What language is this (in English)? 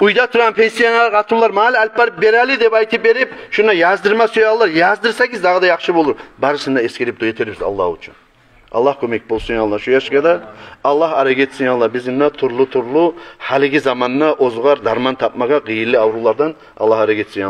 Kumyk